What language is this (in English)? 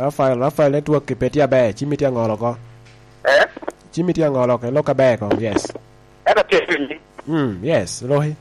Lango (Uganda)